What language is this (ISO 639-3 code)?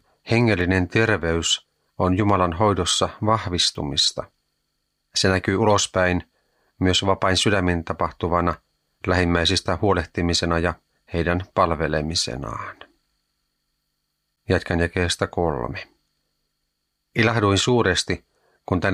fin